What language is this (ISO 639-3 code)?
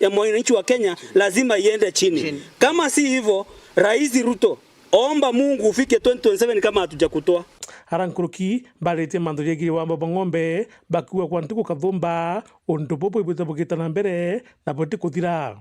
mer